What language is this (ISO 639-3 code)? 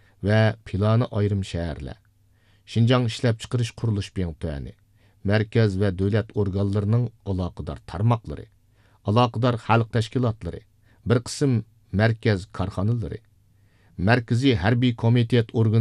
uig